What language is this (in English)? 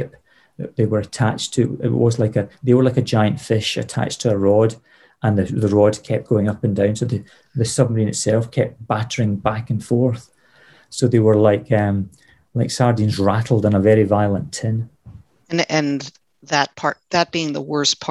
English